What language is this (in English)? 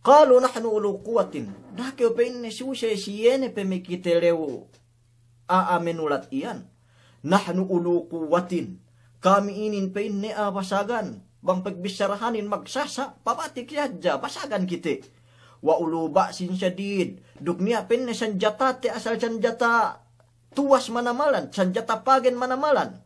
Yakan